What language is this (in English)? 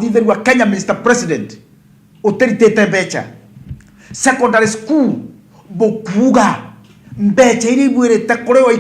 Meru